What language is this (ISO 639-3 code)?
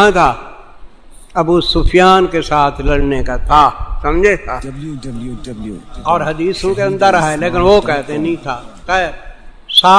urd